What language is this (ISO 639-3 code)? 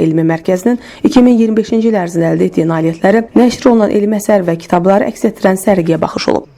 aze